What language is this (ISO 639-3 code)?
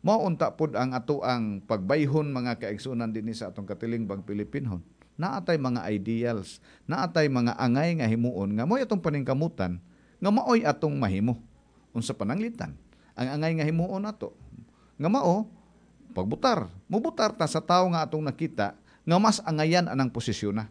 ceb